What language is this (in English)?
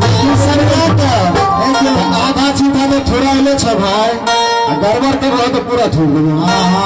Maithili